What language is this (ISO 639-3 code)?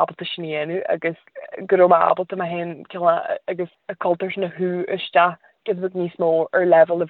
gle